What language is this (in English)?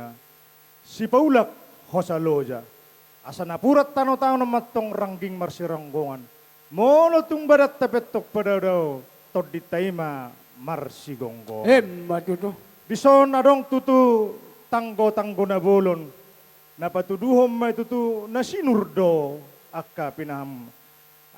Batak Toba